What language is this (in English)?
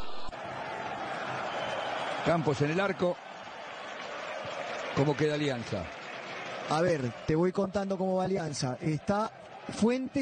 Spanish